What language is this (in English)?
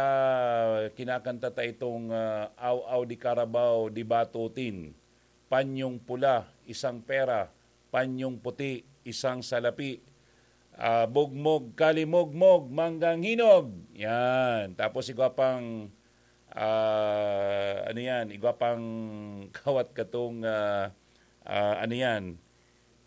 Bikol